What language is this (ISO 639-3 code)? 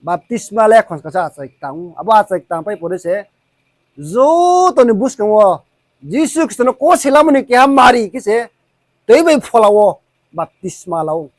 ria